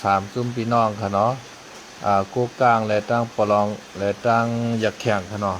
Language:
Shan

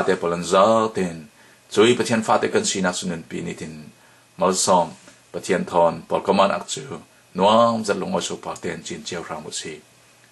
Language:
Falam Chin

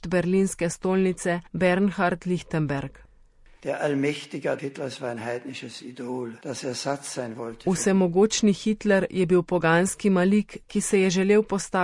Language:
Slovenian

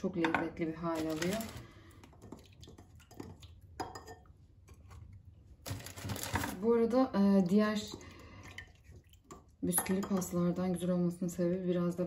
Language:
Turkish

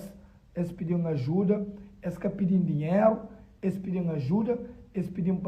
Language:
Kabuverdianu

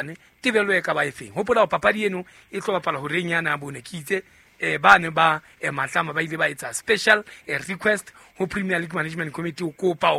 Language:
Southern Sotho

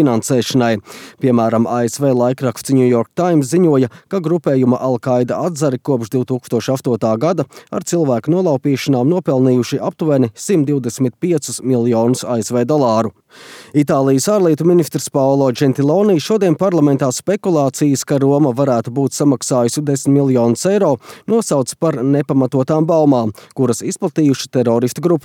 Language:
Latvian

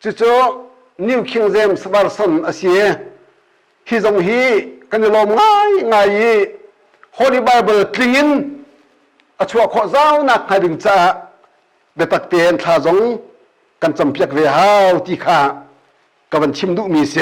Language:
Hakha Chin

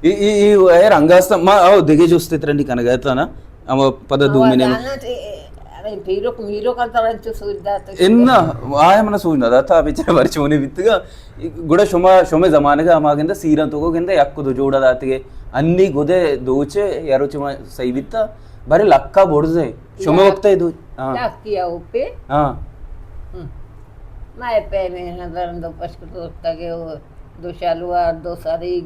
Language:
Baluchi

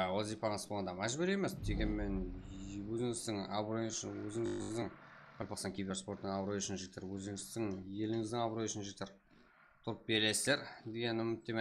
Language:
Kara-Kalpak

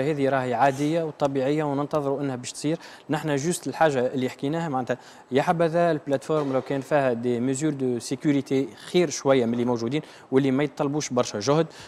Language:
Tunisian Arabic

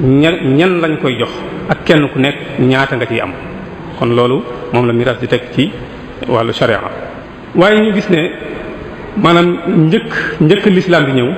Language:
Wolof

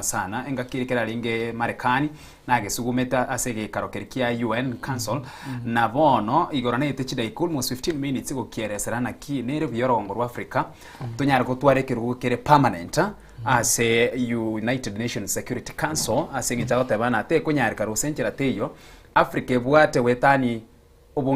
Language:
Gusii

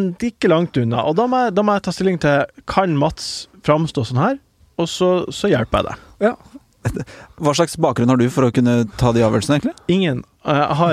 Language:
Norwegian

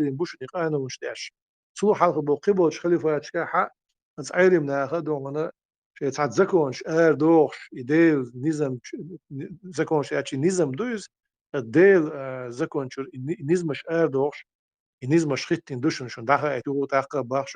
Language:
Chechen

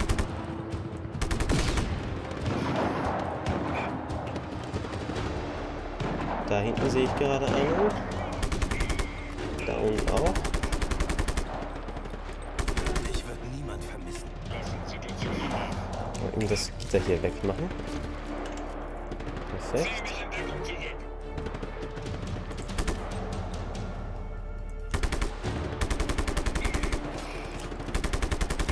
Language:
German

